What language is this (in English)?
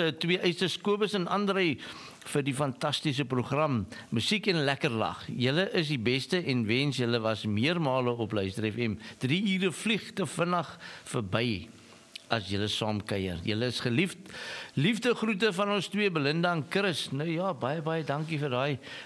Afrikaans